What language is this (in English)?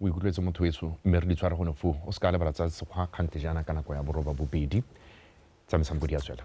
Tswana